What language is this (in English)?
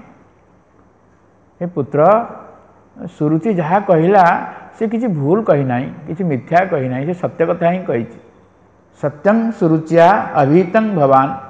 Odia